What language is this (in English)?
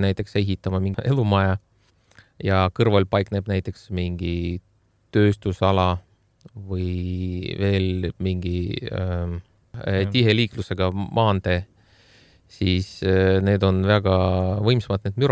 Estonian